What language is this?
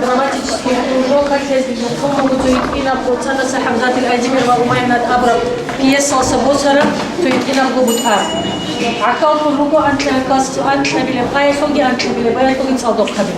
Avaric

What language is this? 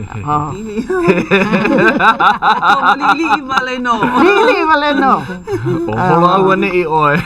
Hawaiian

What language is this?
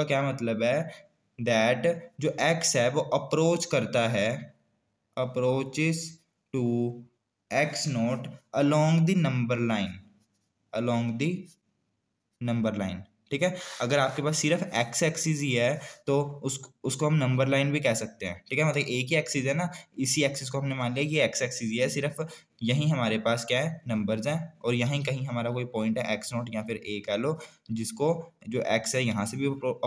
Hindi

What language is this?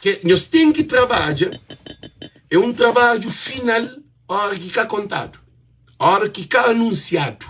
Kabuverdianu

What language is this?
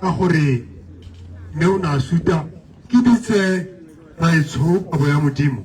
Tswana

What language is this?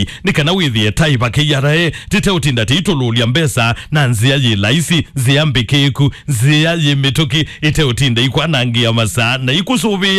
Kamba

